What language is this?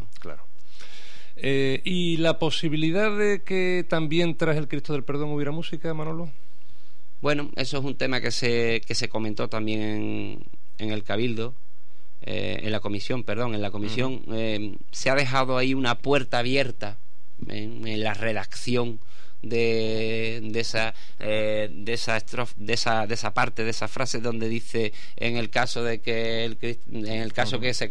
Spanish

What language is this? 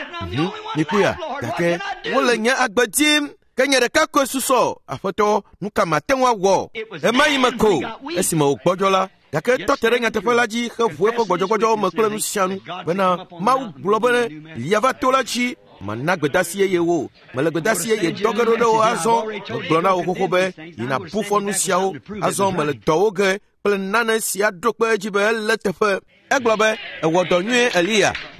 Ewe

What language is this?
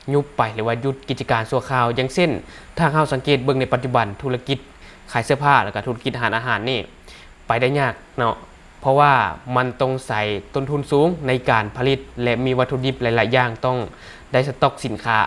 Lao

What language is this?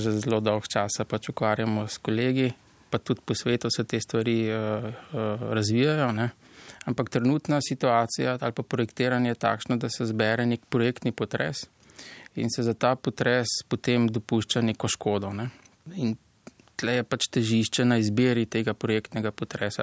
Slovenian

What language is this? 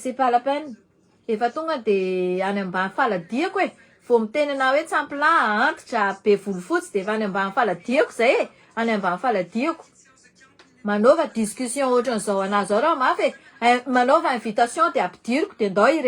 Malagasy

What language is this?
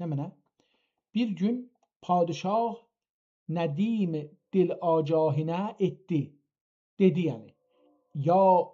South Azerbaijani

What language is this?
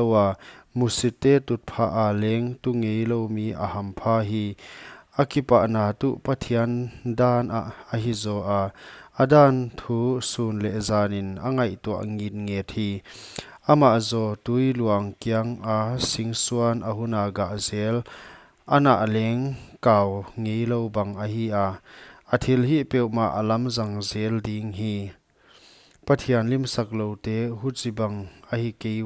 Paite Chin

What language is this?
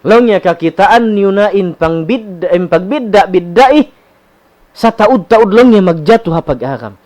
Tausug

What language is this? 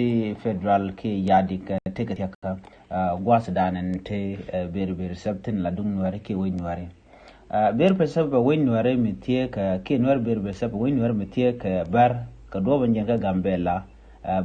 Nuer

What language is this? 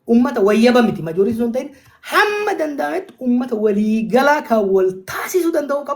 Oromo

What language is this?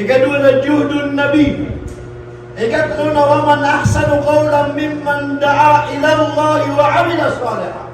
Maranao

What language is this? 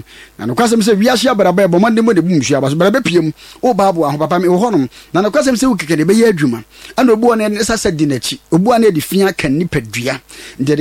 Akan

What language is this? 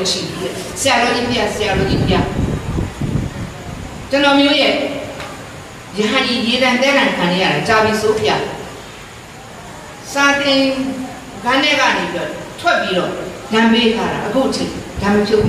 Burmese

